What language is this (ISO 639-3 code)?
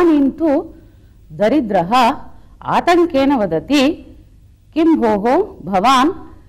san